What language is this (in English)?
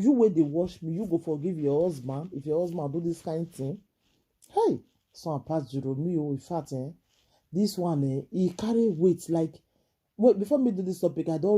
Nigerian Pidgin